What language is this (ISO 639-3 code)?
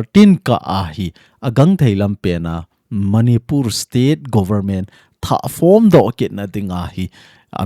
tcz